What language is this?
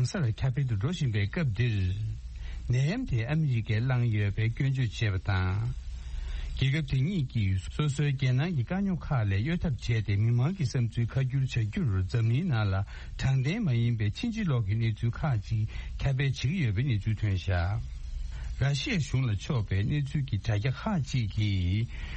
Tibetan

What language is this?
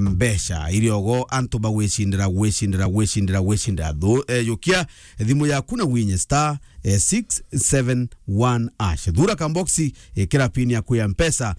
Meru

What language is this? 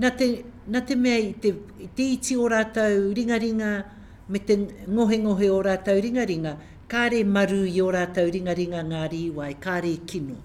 Māori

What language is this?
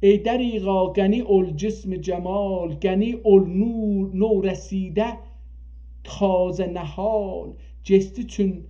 South Azerbaijani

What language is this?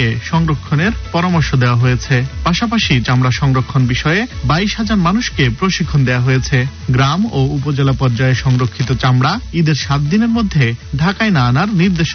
Bangla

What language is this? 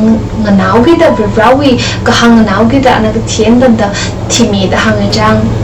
Tangkhul Naga (India)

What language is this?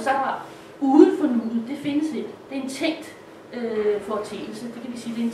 Danish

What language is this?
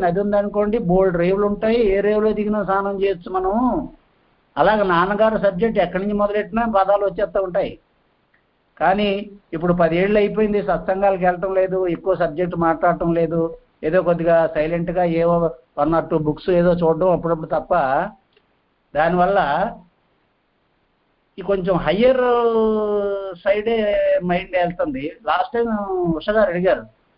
Telugu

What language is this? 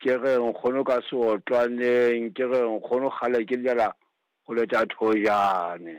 Southern Sotho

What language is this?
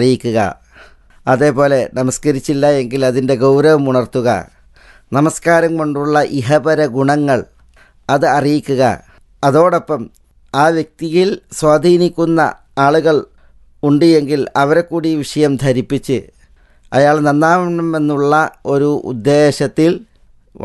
Malayalam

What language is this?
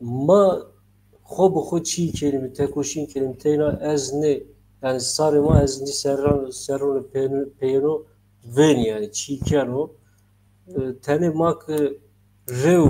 Zaza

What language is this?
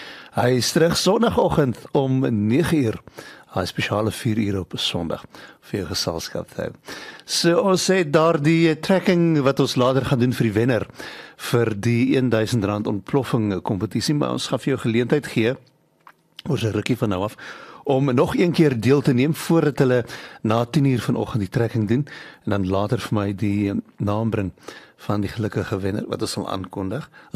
Afrikaans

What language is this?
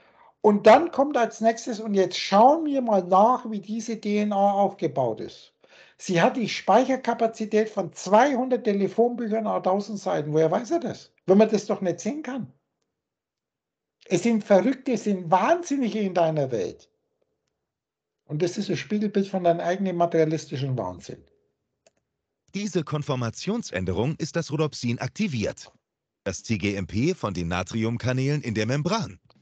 German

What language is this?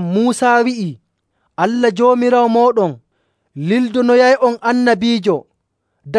Nigerian Fulfulde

